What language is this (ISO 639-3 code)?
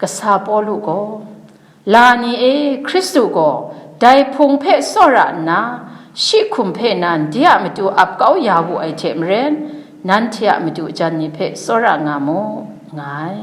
kac